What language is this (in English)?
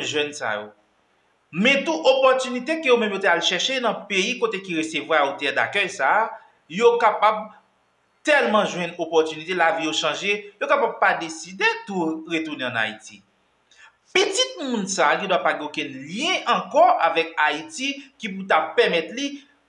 Haitian Creole